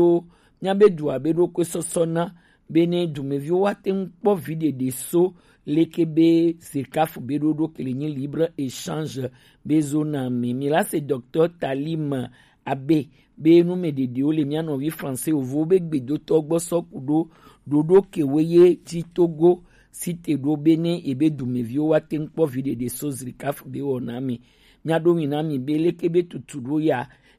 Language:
Gen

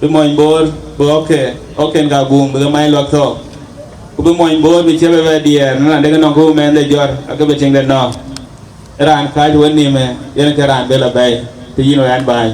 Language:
Dinka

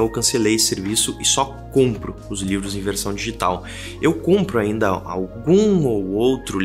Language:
Portuguese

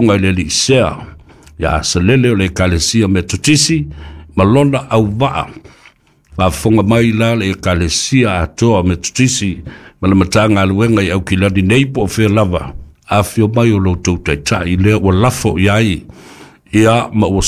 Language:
Samoan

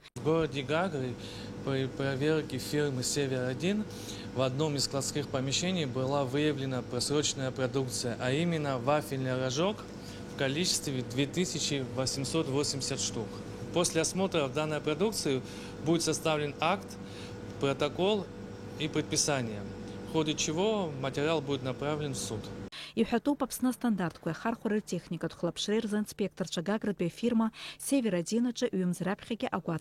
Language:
Abkhazian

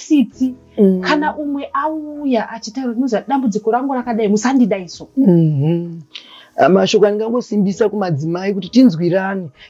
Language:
Shona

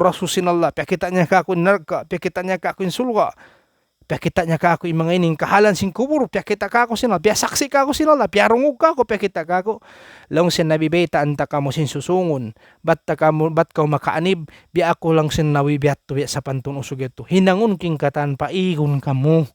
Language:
Tausug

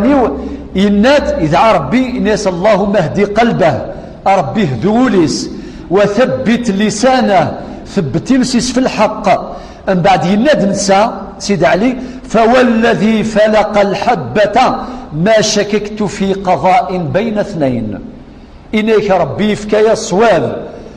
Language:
Kabyle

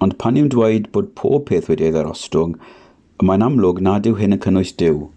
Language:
Welsh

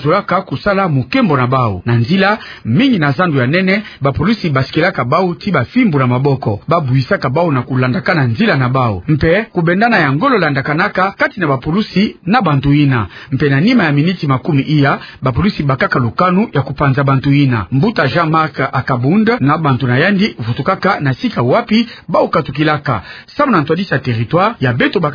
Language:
Kituba (Democratic Republic of Congo)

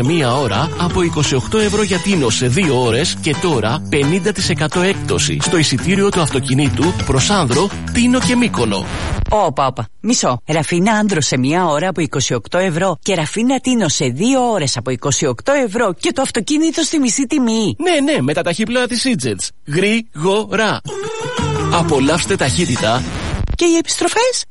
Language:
Greek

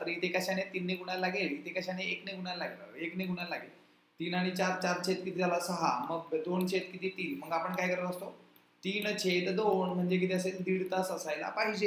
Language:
Marathi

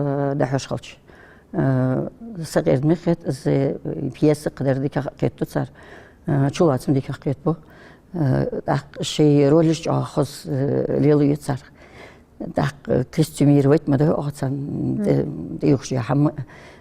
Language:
Ingush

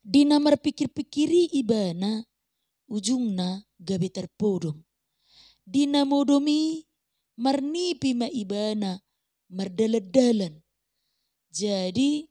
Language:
Batak Toba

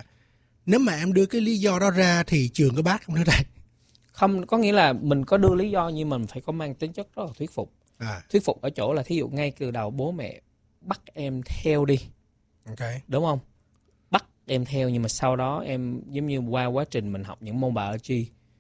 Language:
Vietnamese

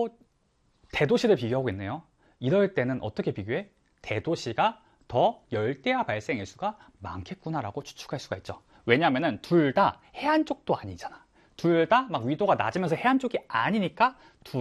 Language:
Korean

